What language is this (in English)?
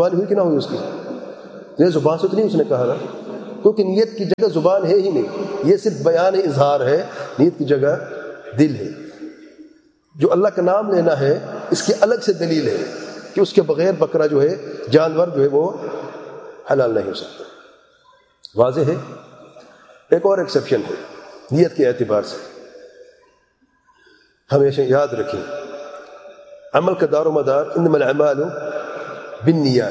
Urdu